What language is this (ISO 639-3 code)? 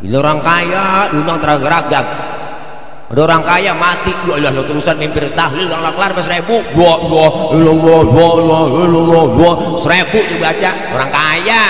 bew